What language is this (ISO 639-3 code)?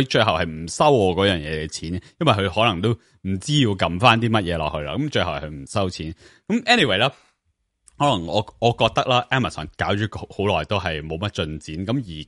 yue